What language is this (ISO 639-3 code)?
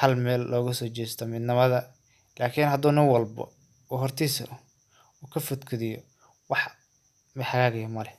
som